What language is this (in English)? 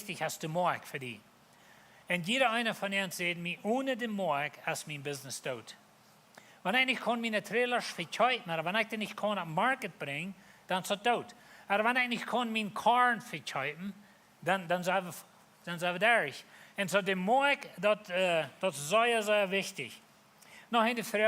Plautdietsch